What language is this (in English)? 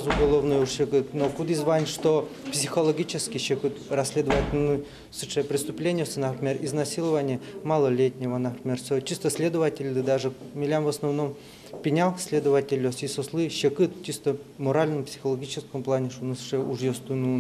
Udmurt